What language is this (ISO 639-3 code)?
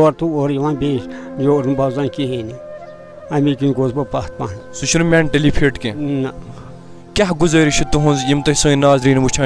kas